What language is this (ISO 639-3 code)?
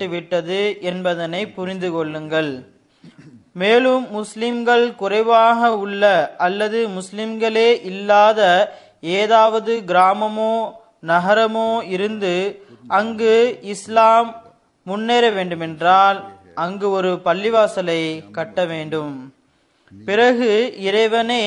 tam